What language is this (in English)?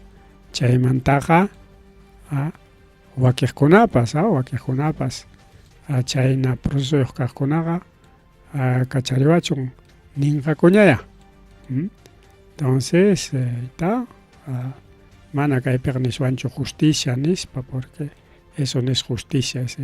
Ayacucho Quechua